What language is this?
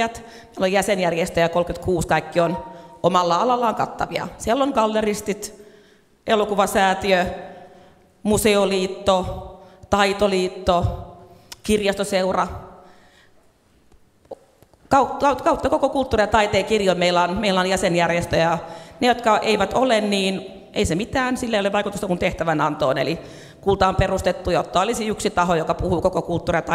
Finnish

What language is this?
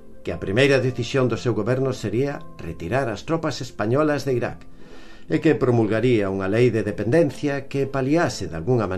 Galician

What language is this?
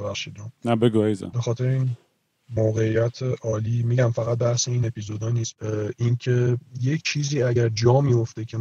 Persian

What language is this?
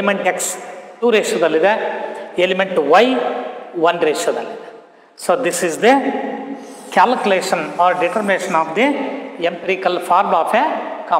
Kannada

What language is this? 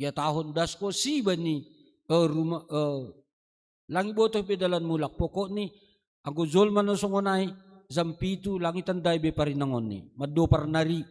Batak Simalungun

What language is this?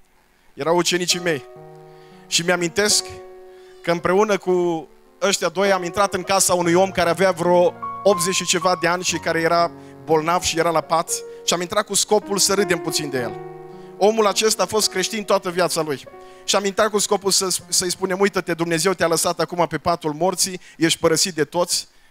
Romanian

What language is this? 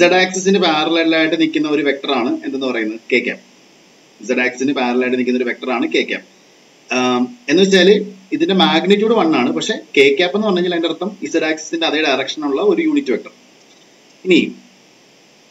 Malayalam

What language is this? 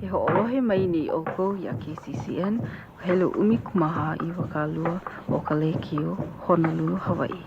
Hawaiian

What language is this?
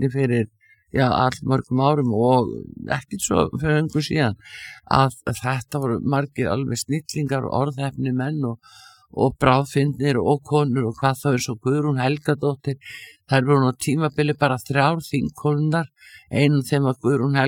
Icelandic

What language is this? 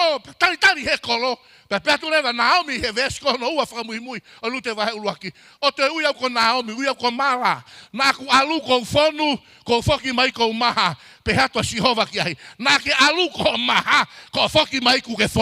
Tongan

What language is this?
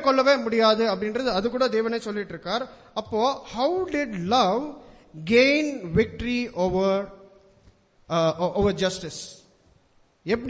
Tamil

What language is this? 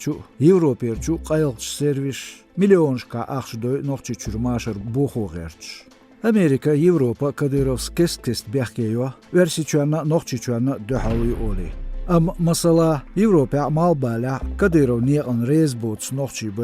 Chechen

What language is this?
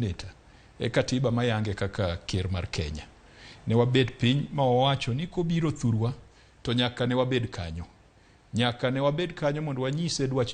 Luo (Kenya and Tanzania)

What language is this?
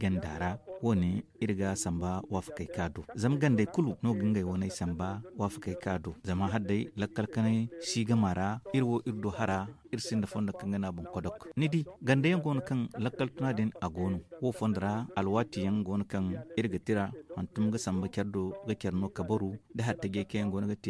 Zarma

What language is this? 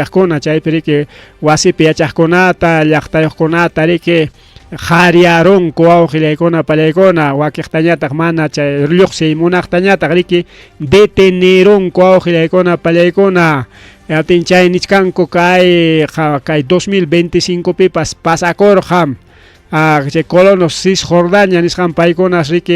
Ayacucho Quechua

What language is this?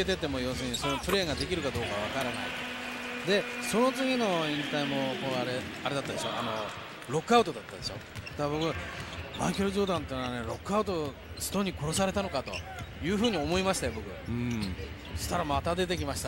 Japanese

